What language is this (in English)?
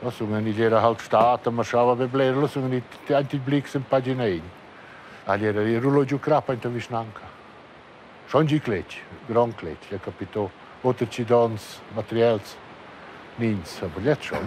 Romansh